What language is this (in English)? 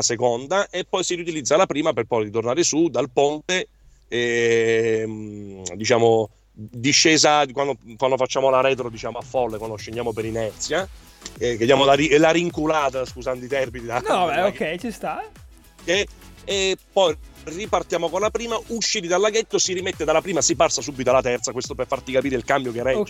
Italian